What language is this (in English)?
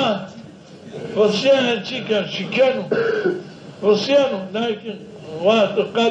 Zaza